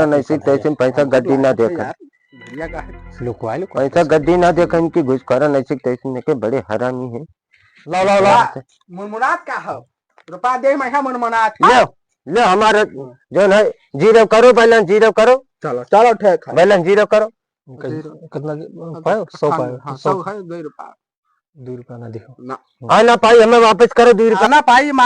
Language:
Awadhi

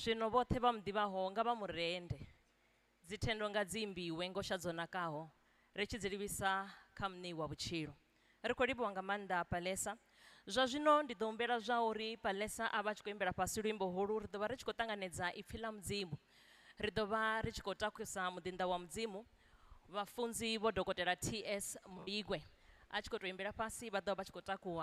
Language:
Venda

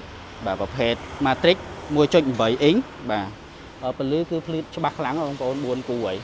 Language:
Khmer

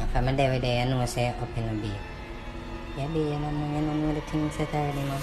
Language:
Jamaican Creole English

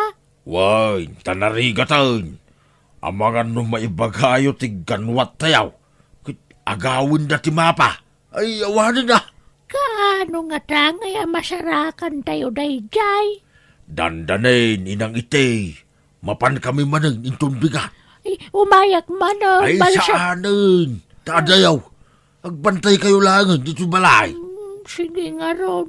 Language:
Iloko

